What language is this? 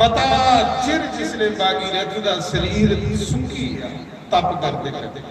Dogri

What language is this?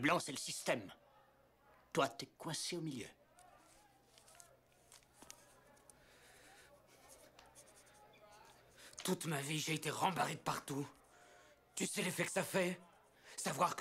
French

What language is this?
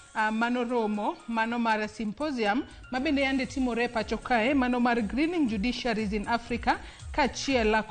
Luo (Kenya and Tanzania)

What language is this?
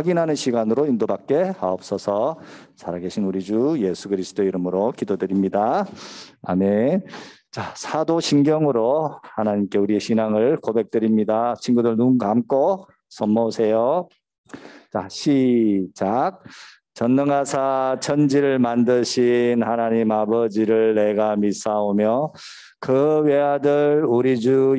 Korean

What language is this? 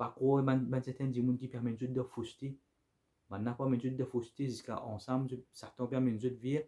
Morisyen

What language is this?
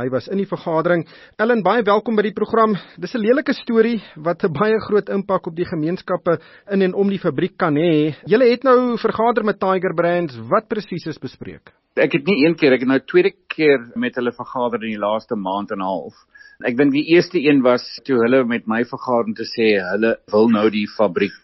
Afrikaans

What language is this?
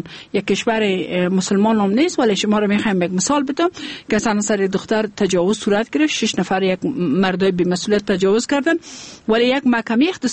Persian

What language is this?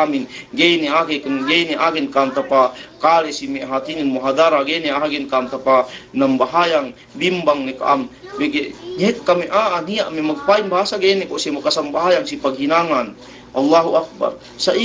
Yakan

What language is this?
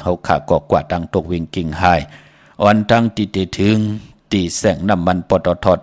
Shan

